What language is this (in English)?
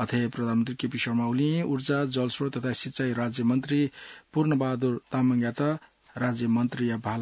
Newari